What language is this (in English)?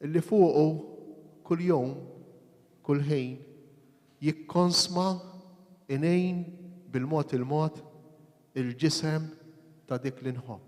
Maltese